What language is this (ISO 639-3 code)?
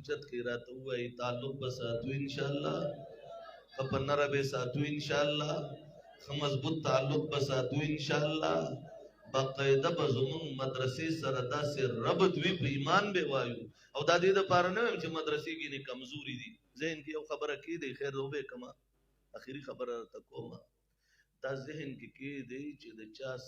pus